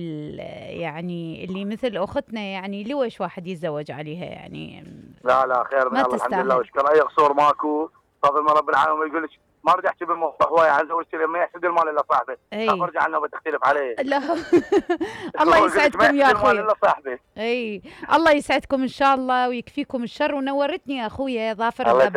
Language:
Mesopotamian Arabic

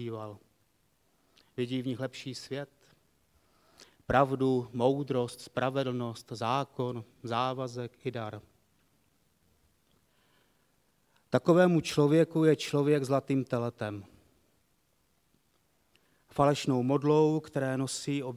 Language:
Czech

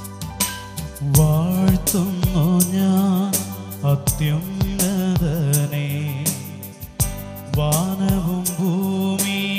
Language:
Malayalam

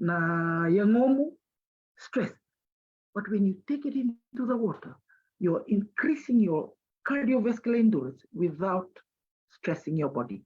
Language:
Fijian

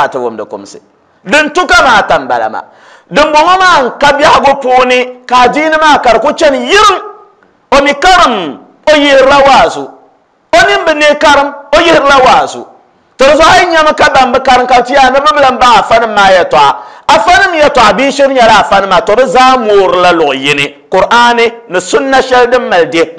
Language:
Dagbani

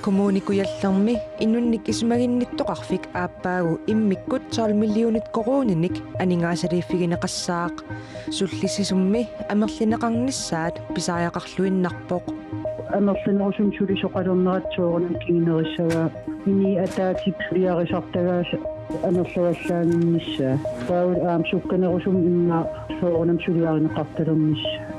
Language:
Kalaallisut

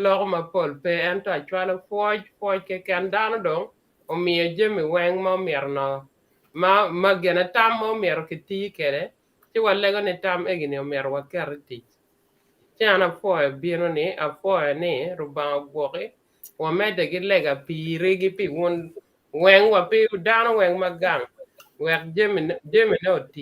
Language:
Acoli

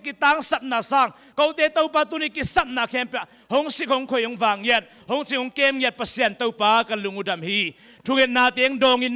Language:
Tedim Chin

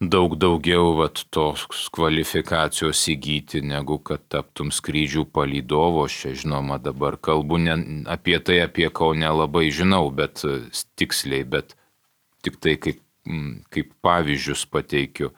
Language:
Lithuanian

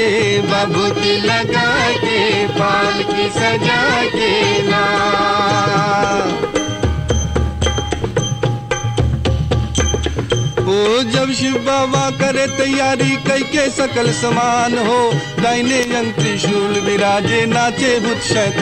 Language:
Bhojpuri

